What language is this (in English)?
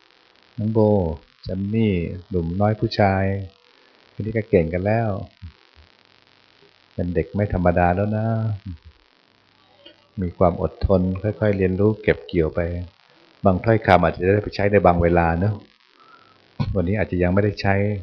Thai